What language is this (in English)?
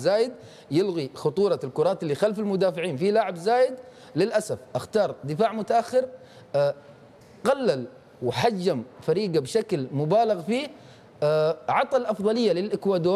Tunisian Arabic